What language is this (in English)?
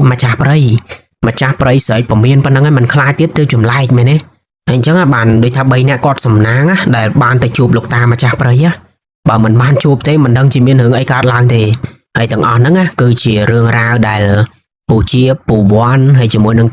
Khmer